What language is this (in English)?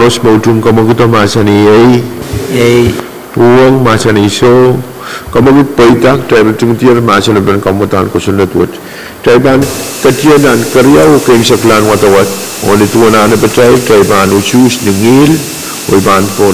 Pohnpeian